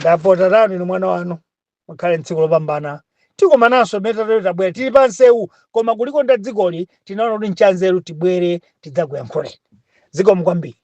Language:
Nyanja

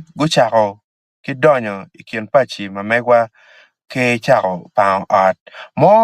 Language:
Acoli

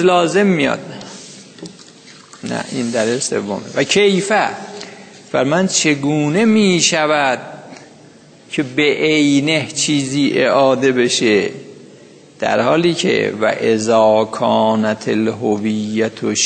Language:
Persian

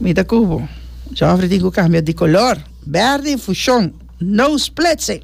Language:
Papiamento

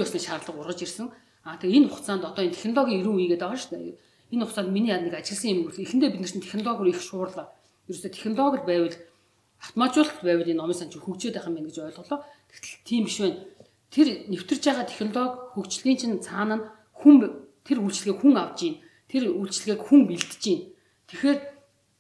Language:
Mongolian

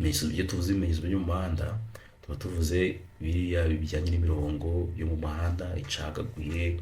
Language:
Kinyarwanda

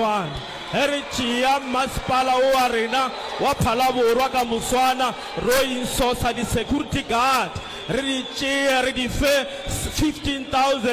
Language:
Northern Sotho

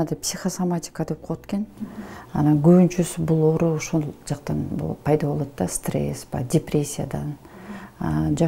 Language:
Kyrgyz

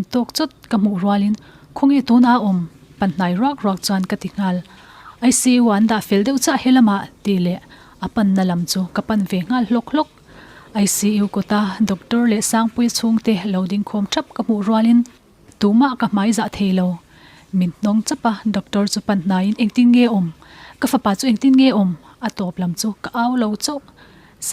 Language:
Mizo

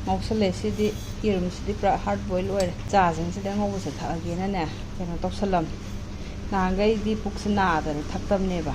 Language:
Manipuri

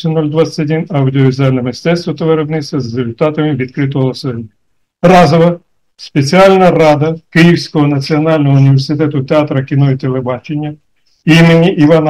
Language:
Ukrainian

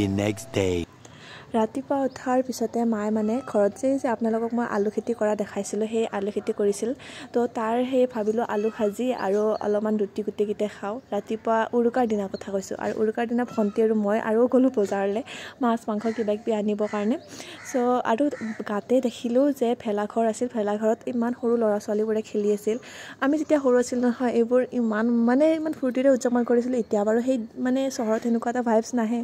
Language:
Assamese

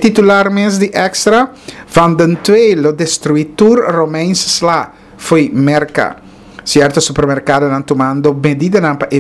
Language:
Papiamento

